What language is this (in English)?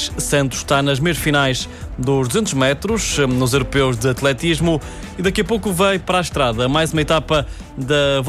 Portuguese